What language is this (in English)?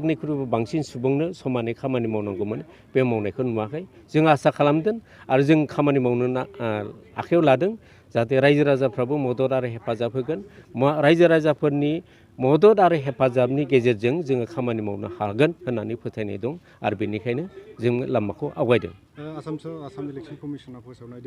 Bodo